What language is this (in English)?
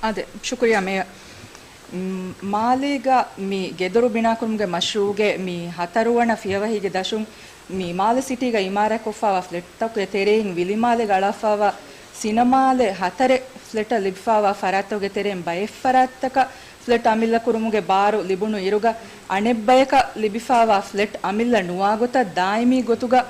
Divehi